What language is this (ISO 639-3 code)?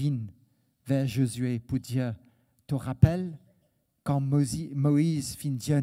mfe